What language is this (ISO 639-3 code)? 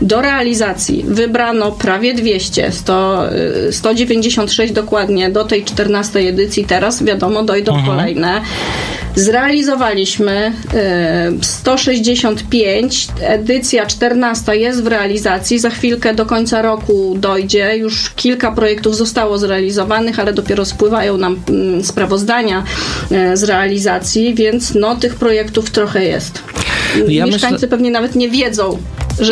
pol